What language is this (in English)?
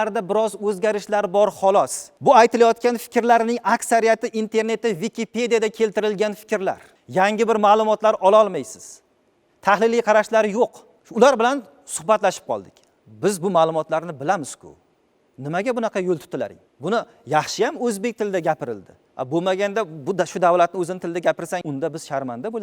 Uzbek